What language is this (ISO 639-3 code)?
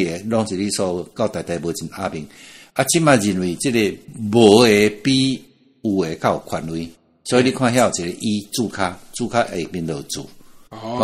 nan